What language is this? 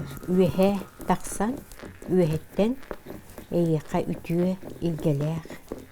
Yakut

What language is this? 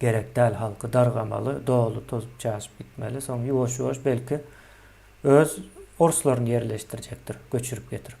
Turkmen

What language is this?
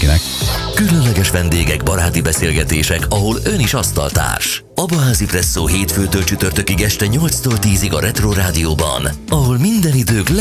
Hungarian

